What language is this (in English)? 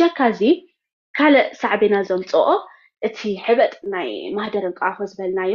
Tigrinya